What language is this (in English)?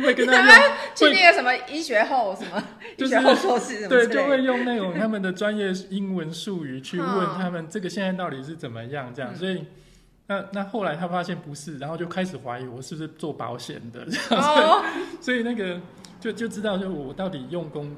Chinese